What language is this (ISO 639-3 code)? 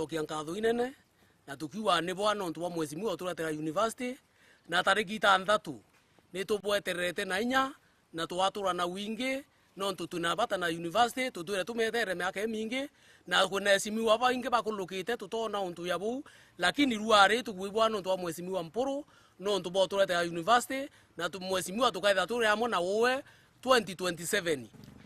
mer